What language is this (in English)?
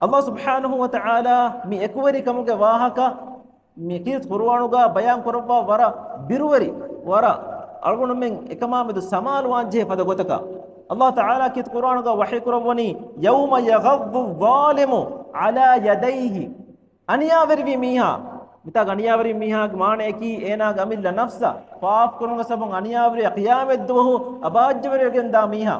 Divehi